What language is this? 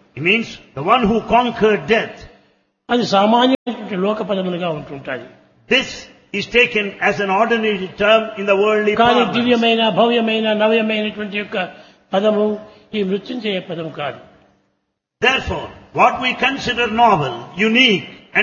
Telugu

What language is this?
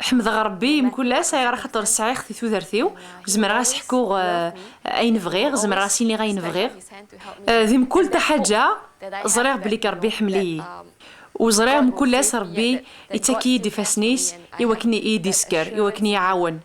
Kabyle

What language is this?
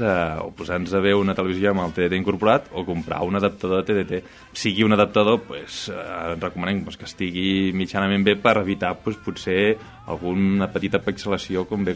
Catalan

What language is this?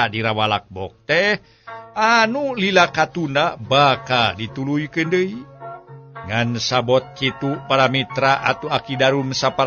Sundanese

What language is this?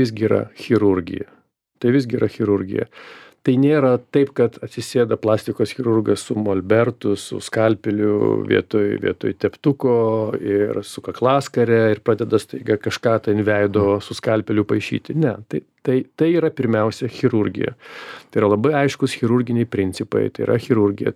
Lithuanian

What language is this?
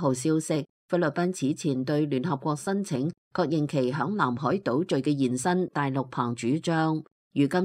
Cantonese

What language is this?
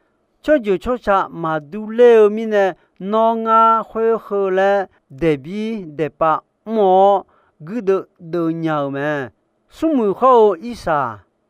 Akha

